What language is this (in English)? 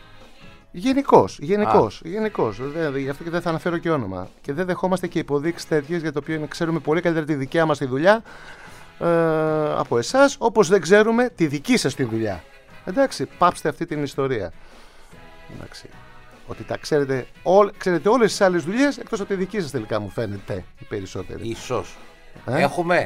Greek